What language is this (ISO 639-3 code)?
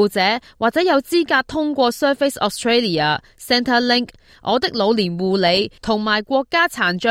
yue